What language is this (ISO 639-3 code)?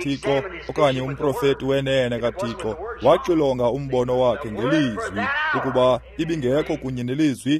xho